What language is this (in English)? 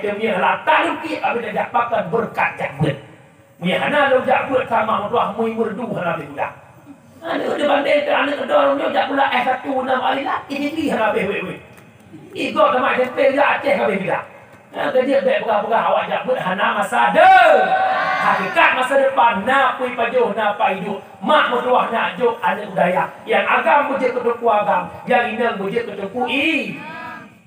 Achinese